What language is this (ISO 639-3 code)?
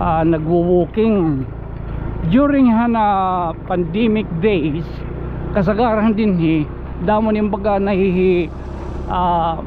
war